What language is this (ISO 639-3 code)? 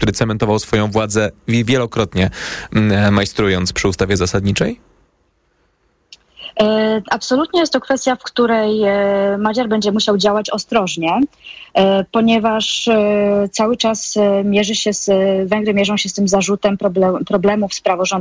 pol